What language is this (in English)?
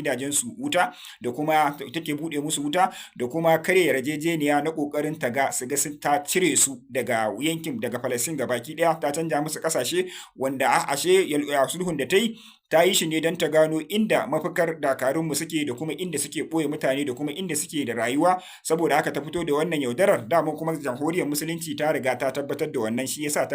Hausa